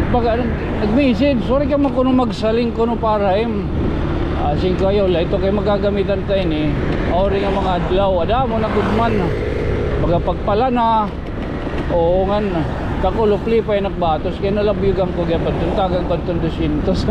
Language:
Waray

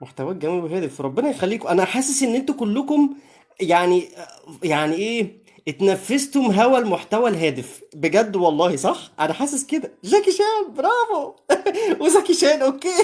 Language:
Egyptian Arabic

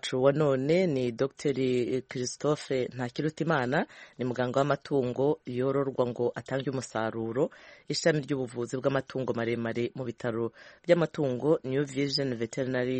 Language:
Kinyarwanda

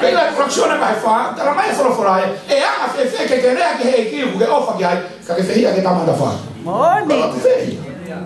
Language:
Tongan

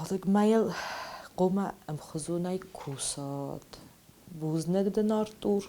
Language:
Ossetic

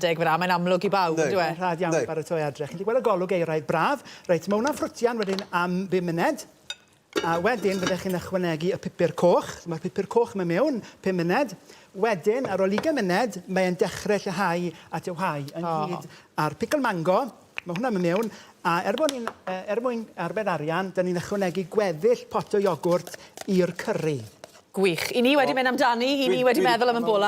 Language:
Welsh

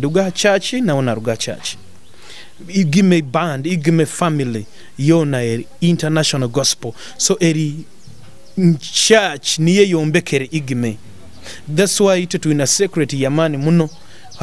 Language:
Nyoro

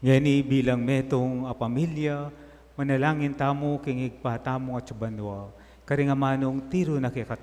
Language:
Pampanga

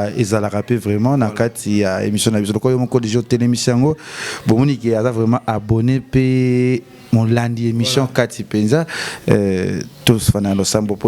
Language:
Lingala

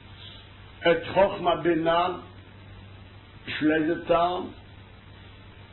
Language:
Hebrew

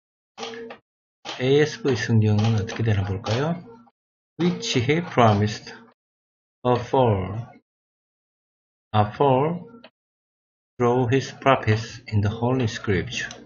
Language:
Korean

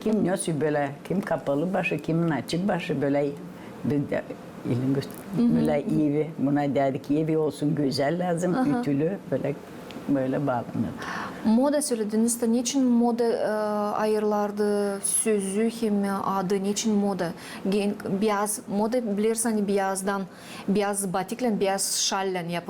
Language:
Gagauz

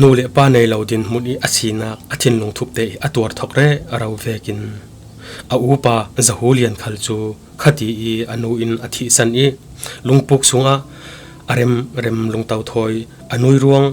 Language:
Falam Chin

